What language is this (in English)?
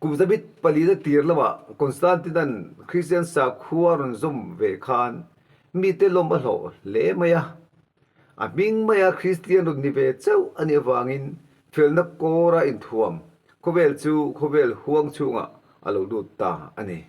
Mizo